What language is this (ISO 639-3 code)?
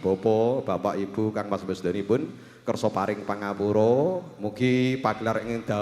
jav